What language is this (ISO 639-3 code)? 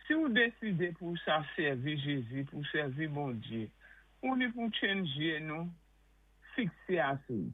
acf